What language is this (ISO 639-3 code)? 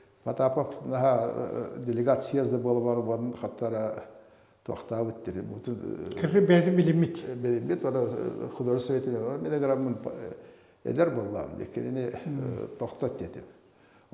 sah